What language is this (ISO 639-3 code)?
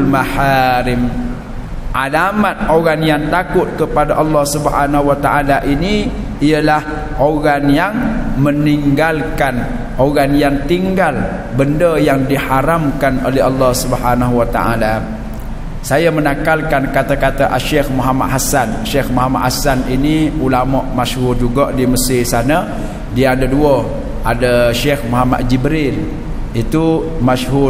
msa